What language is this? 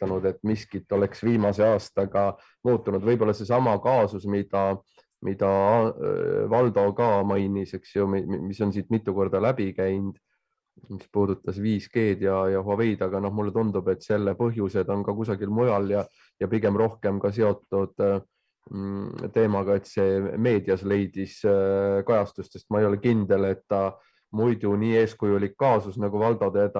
Estonian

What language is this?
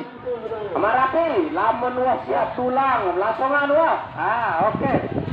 Sasak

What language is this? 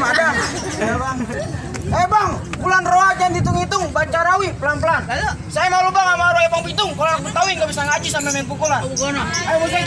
Betawi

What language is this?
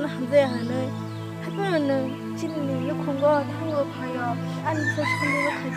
Kok Borok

